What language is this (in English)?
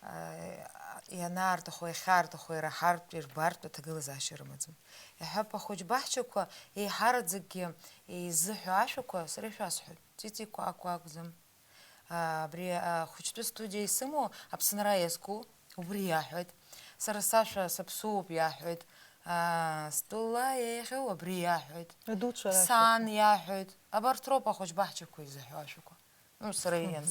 Abkhazian